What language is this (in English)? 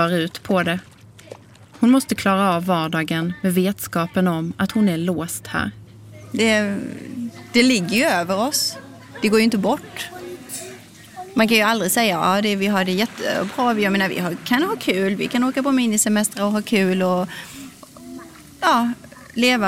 Swedish